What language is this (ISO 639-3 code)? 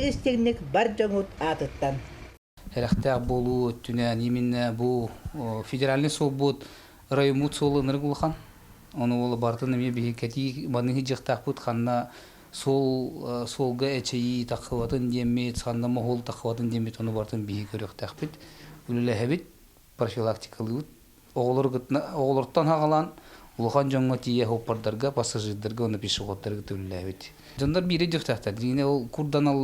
sah